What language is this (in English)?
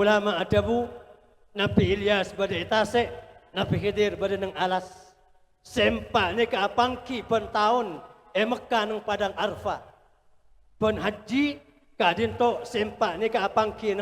Madurese